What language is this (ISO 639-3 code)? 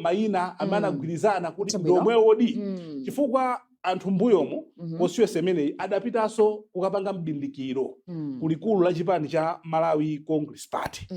nya